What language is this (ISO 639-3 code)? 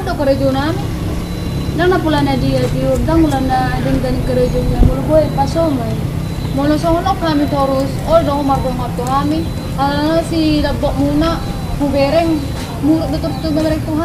bbc